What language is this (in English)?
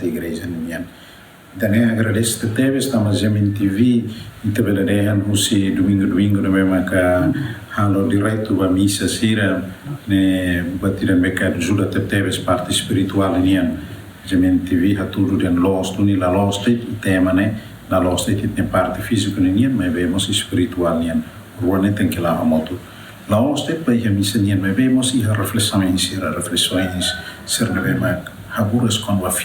Tetum